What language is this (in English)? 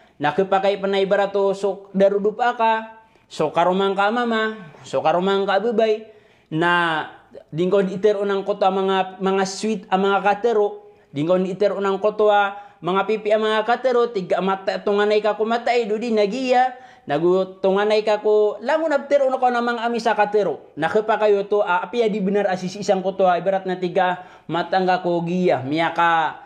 Maranao